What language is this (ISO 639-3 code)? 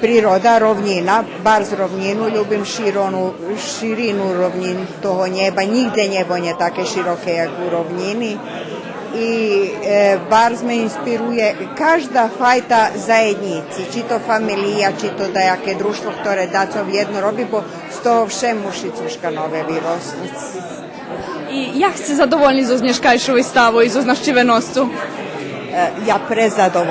rue